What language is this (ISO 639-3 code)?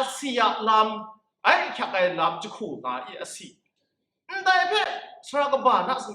kac